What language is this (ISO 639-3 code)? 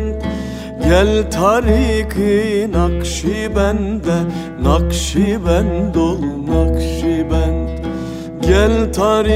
tur